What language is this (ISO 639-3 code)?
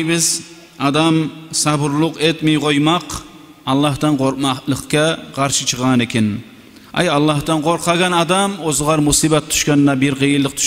kum